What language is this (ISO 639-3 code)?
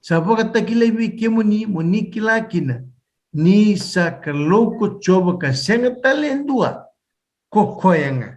fij